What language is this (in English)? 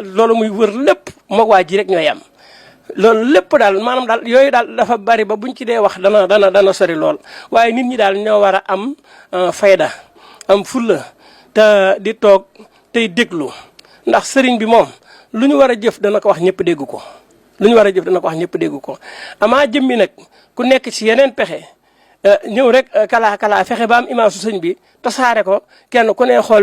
Wolof